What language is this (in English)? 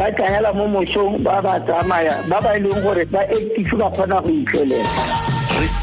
Tswana